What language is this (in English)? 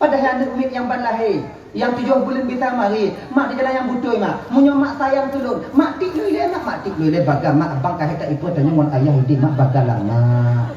Achinese